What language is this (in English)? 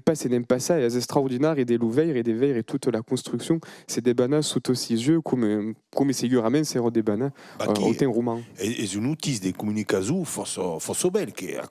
Occitan